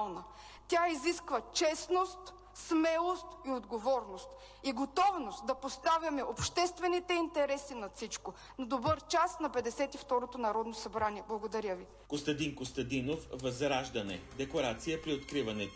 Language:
Bulgarian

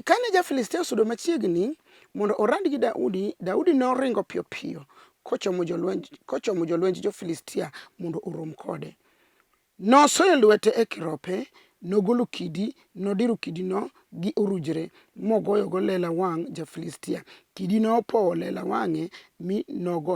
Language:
Luo (Kenya and Tanzania)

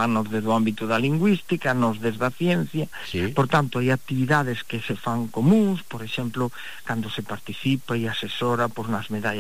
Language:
Galician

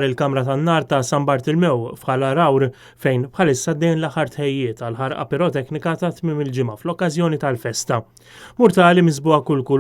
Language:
Maltese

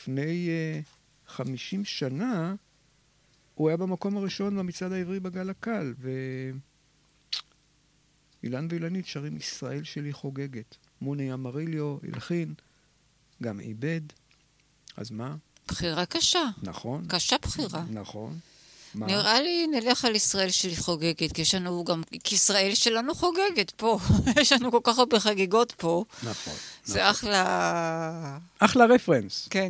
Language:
Hebrew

